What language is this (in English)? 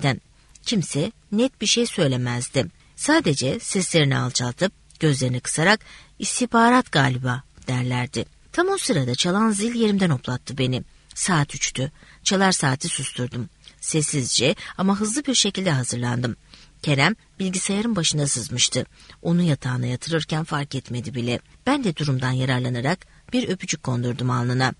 Turkish